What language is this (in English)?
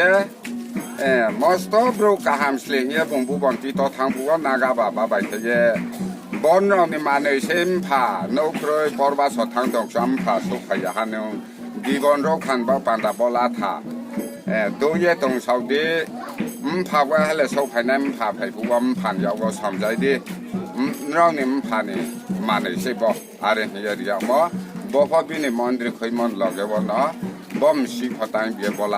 Riang (India)